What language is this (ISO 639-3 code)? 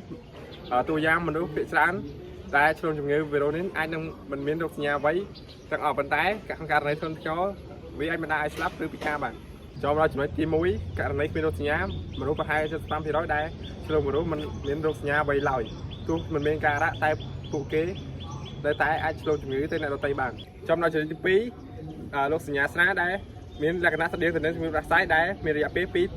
khm